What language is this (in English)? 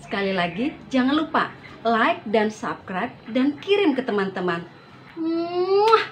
Betawi